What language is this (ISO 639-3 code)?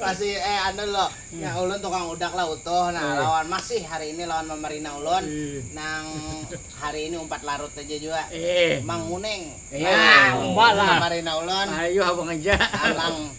bjn